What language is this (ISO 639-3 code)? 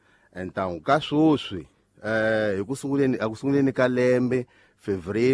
tso